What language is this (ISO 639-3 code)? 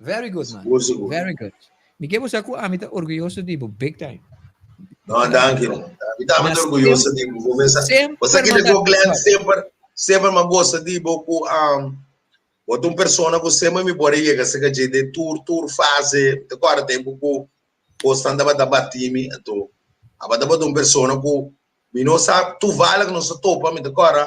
pap